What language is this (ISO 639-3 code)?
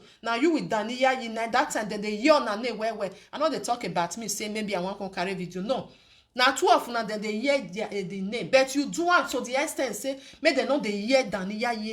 pcm